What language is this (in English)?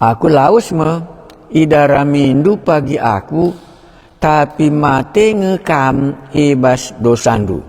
Batak Karo